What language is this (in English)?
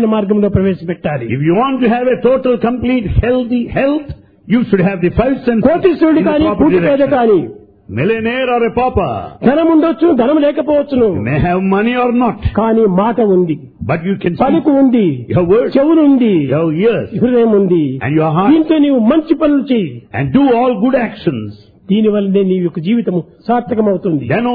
Telugu